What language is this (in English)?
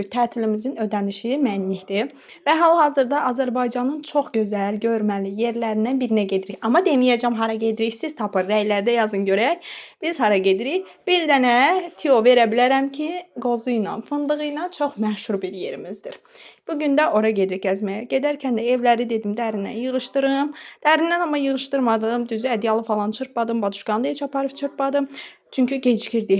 Azerbaijani